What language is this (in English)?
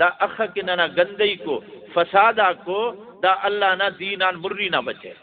Brahui